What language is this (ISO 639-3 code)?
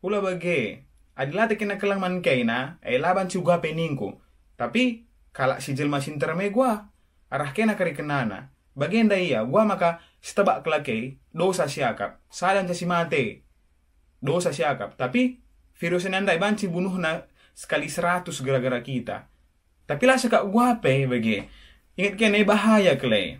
btx